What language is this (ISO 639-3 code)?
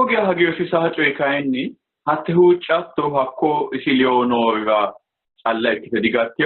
sid